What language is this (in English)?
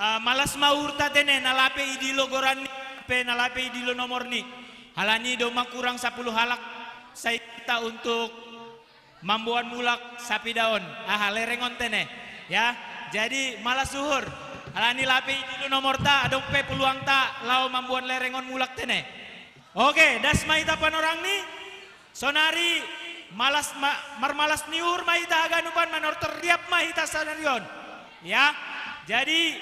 Batak Simalungun